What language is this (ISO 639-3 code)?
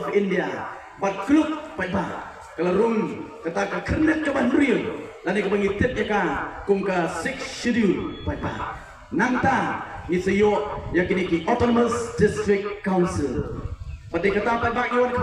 kha